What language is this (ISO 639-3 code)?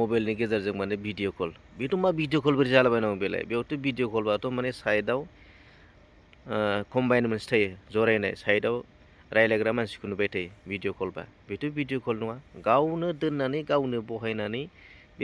brx